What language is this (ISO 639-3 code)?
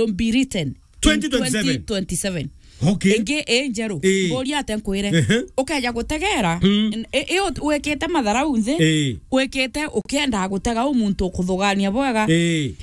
mer